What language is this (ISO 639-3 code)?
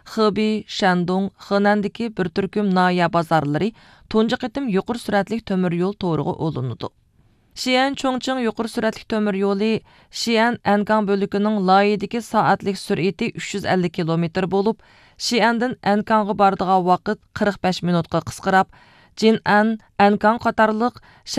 uig